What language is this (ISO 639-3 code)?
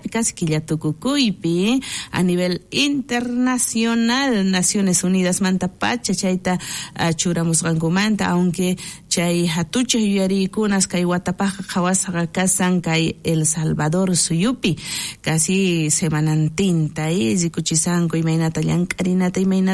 quh